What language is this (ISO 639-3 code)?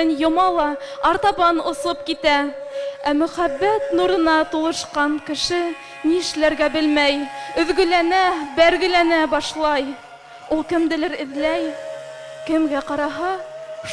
bak